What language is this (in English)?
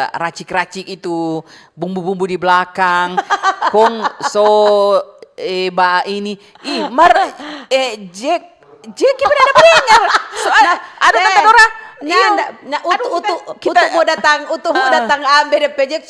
Manado Malay